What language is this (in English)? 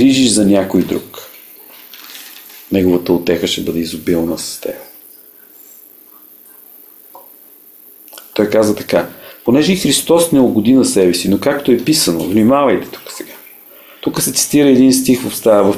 Bulgarian